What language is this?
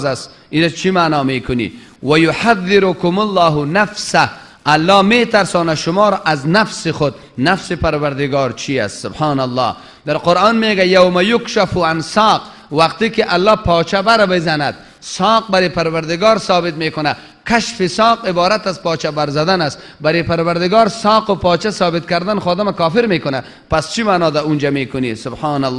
Tajik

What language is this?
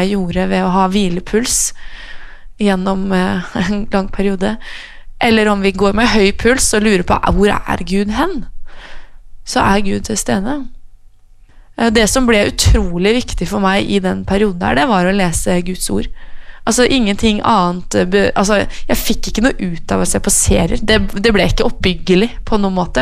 Norwegian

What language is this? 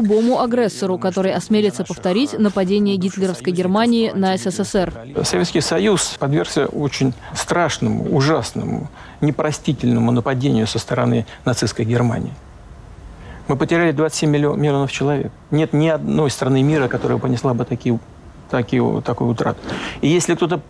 Russian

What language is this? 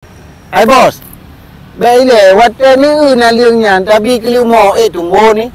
Achinese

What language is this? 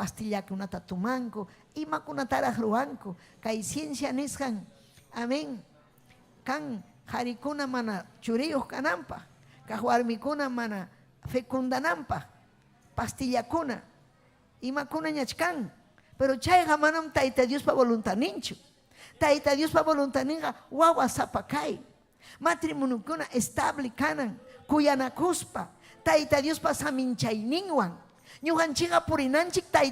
Ayacucho Quechua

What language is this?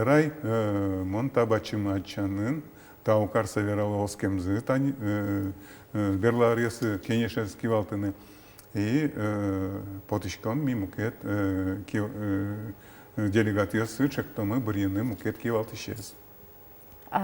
Udmurt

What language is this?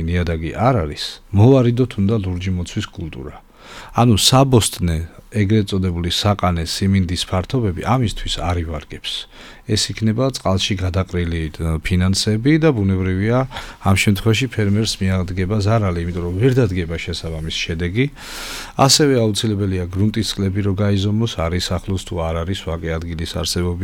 Georgian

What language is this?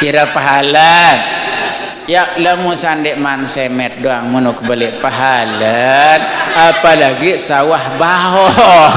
Sasak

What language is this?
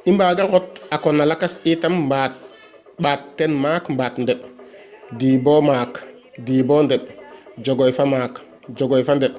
Serer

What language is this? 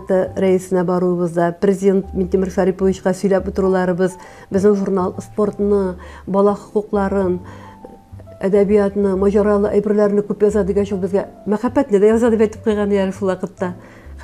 Tatar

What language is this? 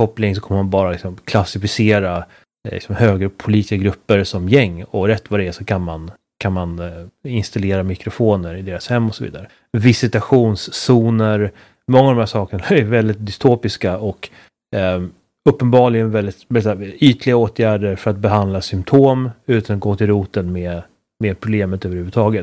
Swedish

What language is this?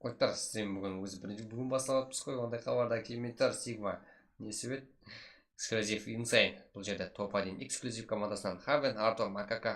Kara-Kalpak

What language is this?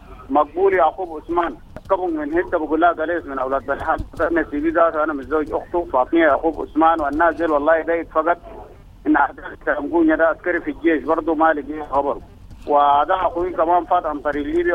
Sudanese Arabic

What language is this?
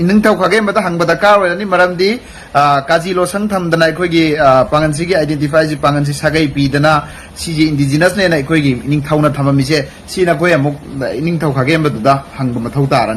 Manipuri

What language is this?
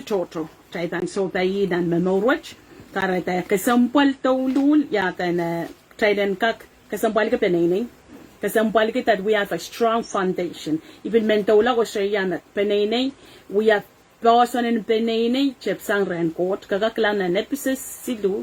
Pohnpeian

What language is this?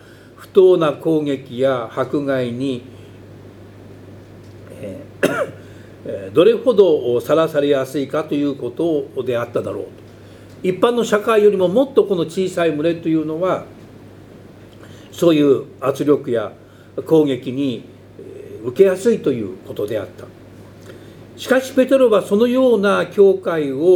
Japanese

